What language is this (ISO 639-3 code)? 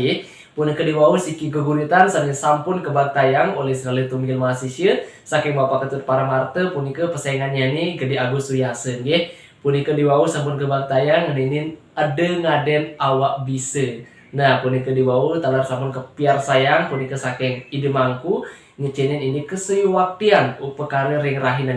ban